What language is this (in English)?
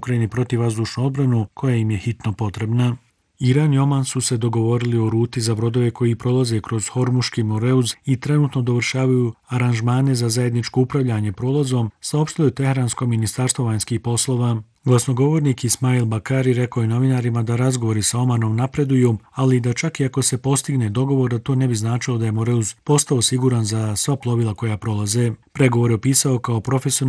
Bosnian